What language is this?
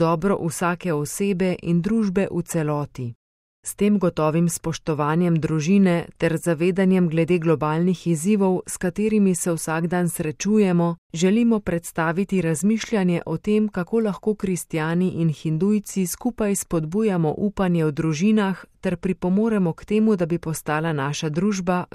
Slovenian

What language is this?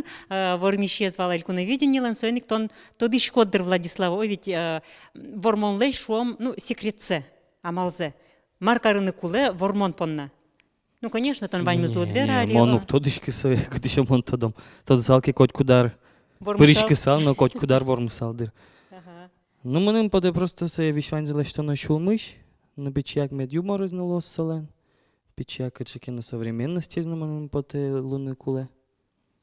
Udmurt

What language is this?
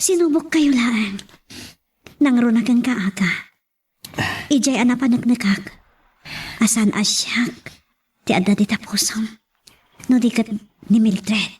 Iloko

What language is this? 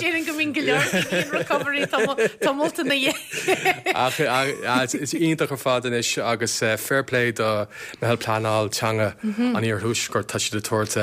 Irish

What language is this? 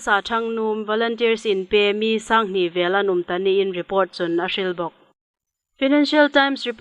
Hmar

